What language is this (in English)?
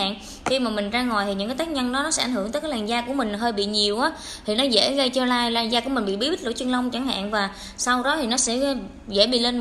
Vietnamese